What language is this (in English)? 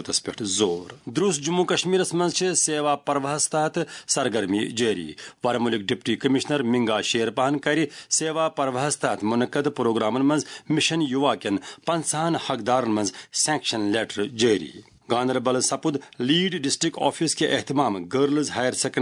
Kashmiri